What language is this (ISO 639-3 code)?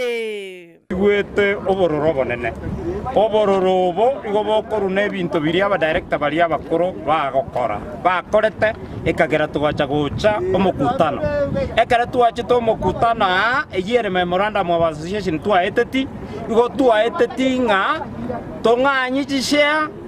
guz